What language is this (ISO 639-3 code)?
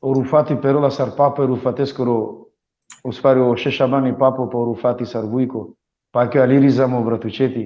rmn